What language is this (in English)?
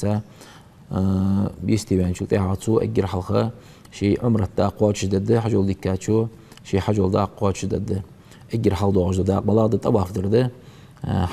Ingush